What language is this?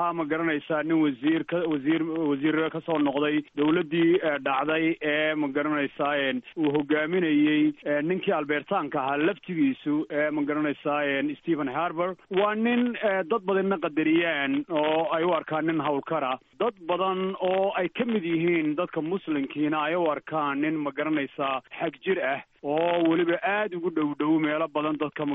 Somali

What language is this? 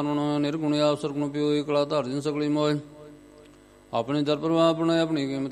Punjabi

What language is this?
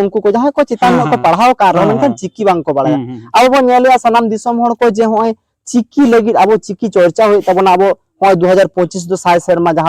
Santali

